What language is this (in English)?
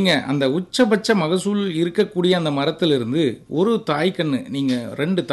Tamil